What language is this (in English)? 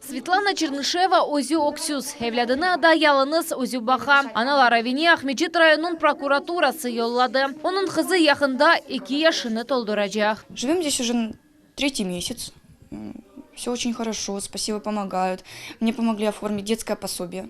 Crimean Tatar